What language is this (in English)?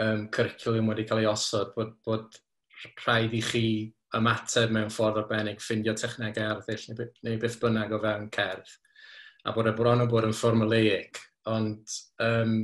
Welsh